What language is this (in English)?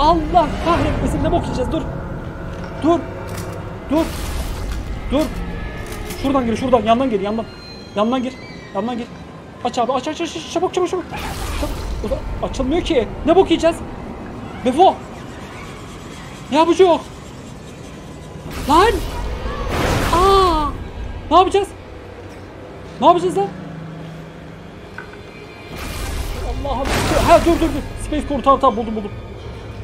Turkish